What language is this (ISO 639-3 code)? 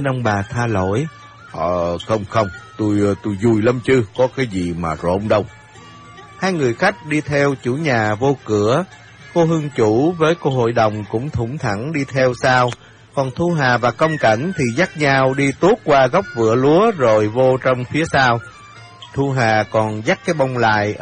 vie